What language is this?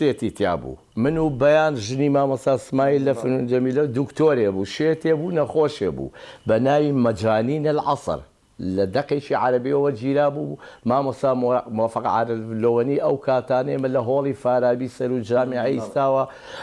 Central Kurdish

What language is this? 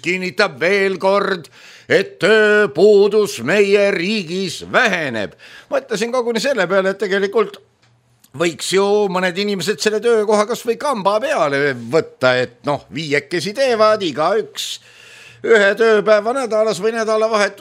Estonian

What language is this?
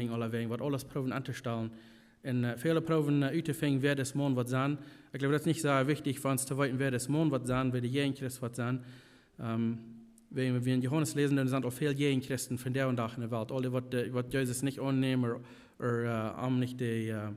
Plautdietsch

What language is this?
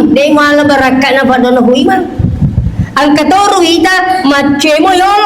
Buginese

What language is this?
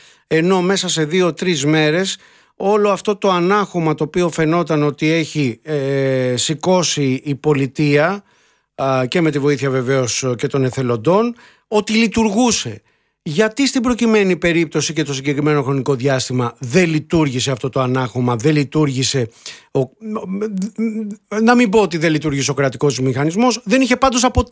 Greek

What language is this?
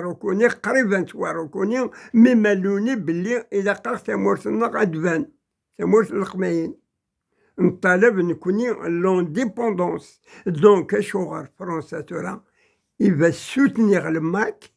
Kabyle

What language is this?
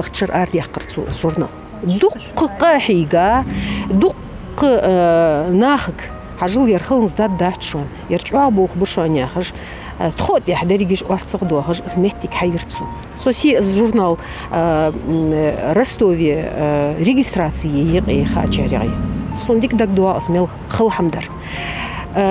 Ingush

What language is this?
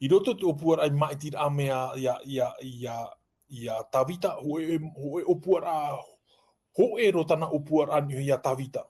Tahitian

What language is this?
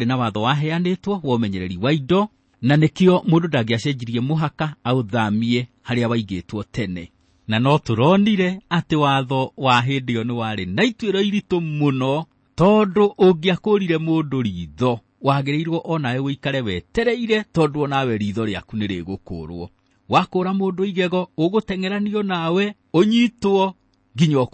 Kikuyu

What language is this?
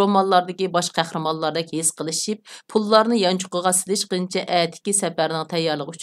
Uyghur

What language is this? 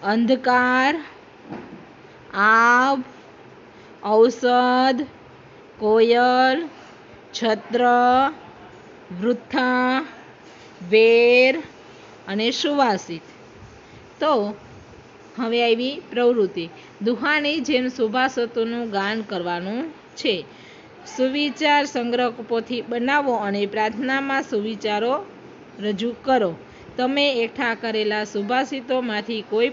Gujarati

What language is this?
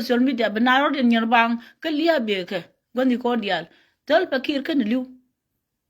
Nuer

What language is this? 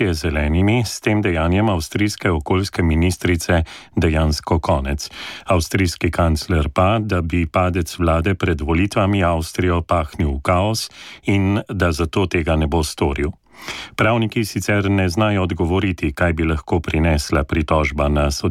Slovenian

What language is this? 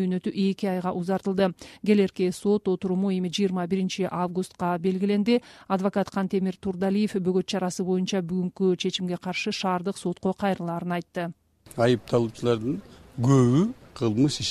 Kyrgyz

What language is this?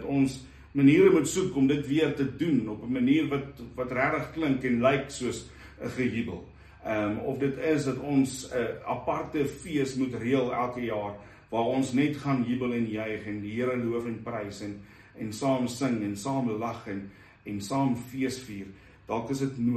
Afrikaans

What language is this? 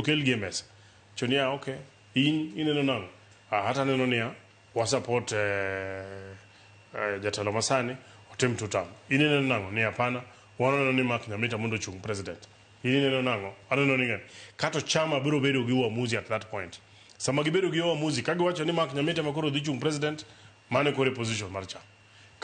Luo (Kenya and Tanzania)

